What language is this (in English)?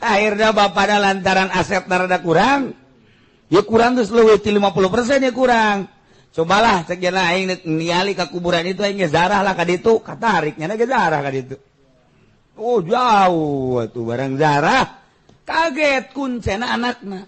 Sundanese